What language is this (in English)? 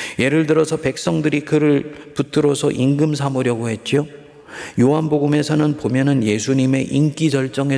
Korean